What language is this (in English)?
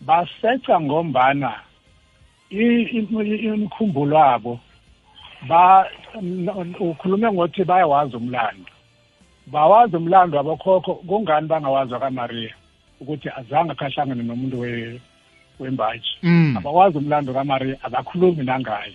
South Ndebele